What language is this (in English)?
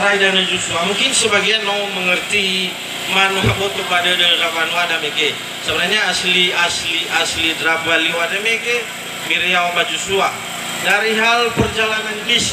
Nias